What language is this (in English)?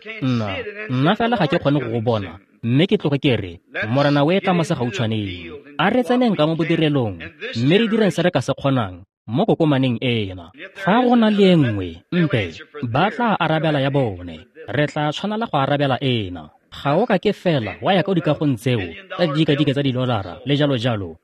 Tswana